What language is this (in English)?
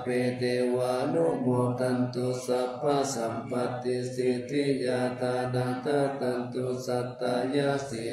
Pali